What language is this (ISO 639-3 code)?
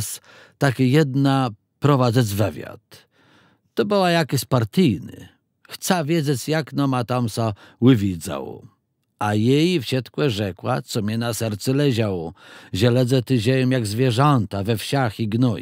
csb